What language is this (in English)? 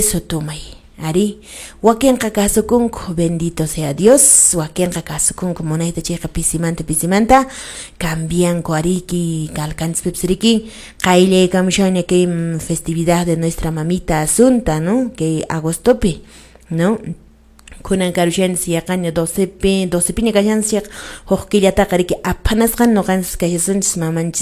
Quechua